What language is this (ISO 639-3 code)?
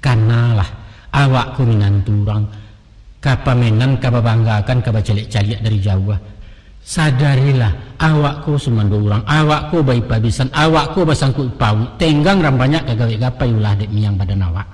min